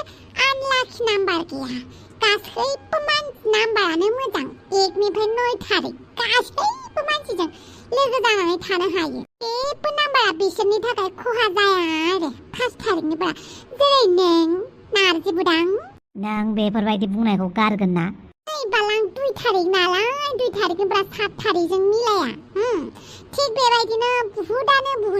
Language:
Bodo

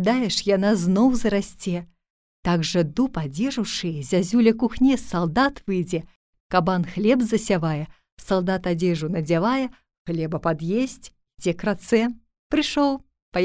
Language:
Belarusian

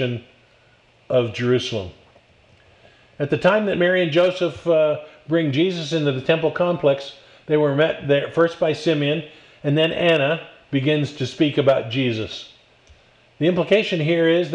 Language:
English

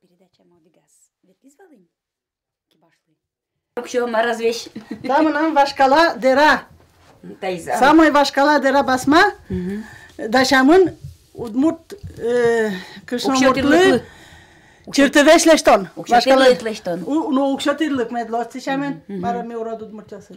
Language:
Udmurt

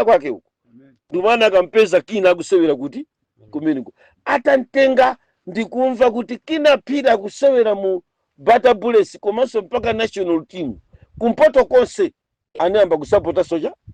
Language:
Nyanja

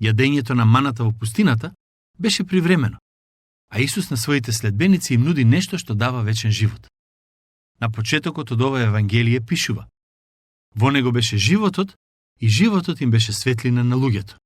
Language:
Macedonian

